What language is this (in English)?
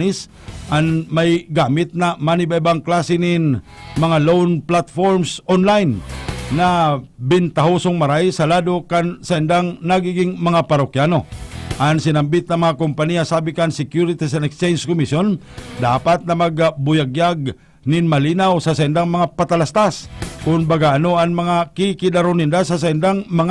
Bikol